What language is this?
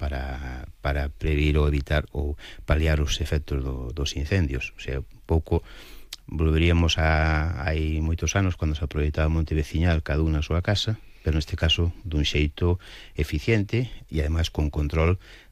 Galician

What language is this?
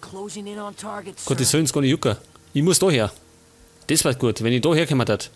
Bavarian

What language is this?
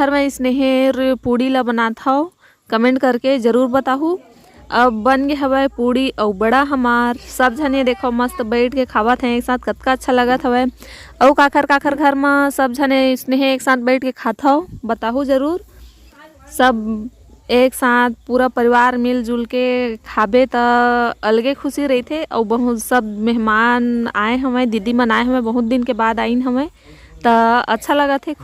Chhattisgarhi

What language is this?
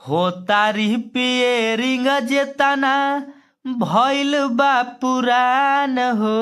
Bhojpuri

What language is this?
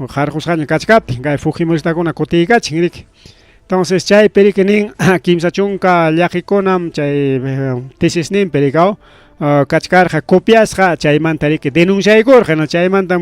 Ayacucho Quechua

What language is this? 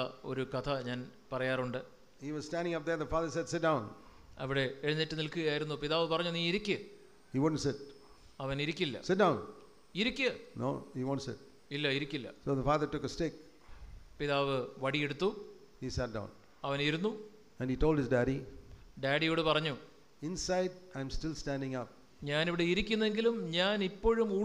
Malayalam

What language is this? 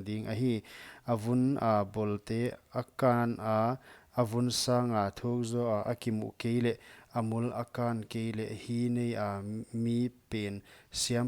Paite Chin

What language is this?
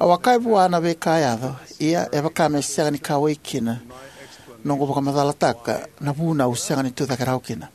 Fijian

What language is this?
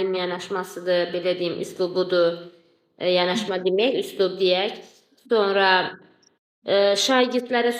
Azerbaijani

